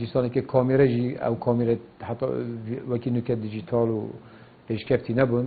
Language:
Kurdish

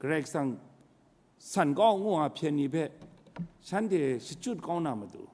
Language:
Kachin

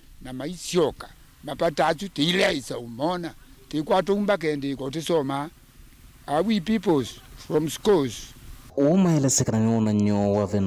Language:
Kamba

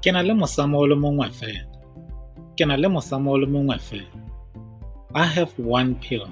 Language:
Tswana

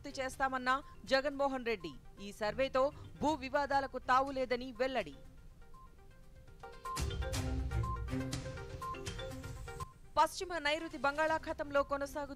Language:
Telugu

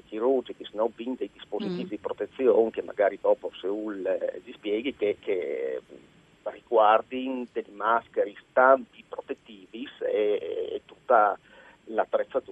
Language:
Friulian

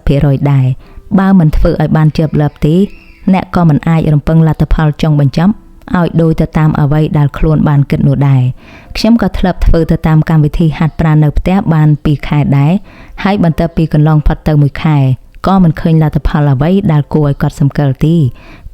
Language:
Khmer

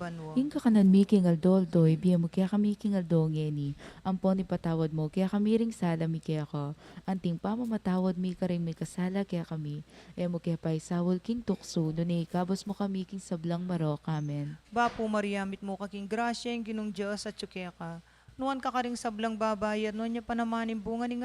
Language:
Pampanga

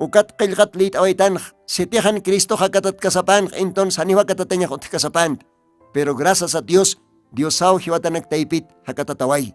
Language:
Aymara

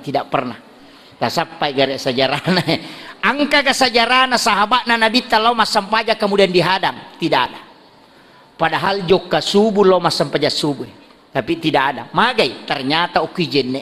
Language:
Buginese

